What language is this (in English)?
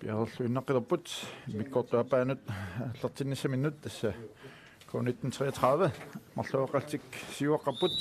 Kalaallisut